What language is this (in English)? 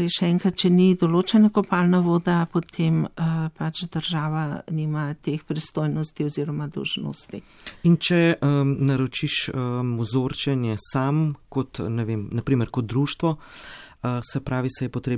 Slovenian